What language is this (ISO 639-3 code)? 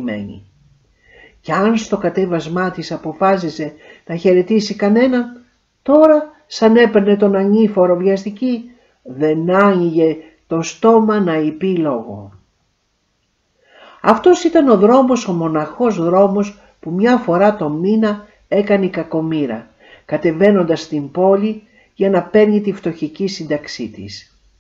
ell